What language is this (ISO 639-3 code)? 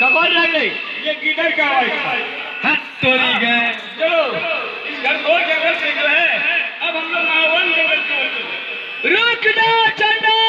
mai